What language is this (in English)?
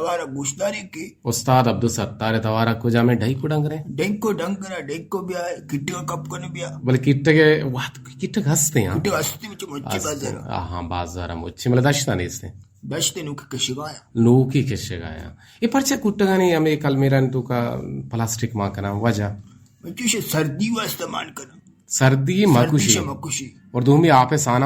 Eastern Balochi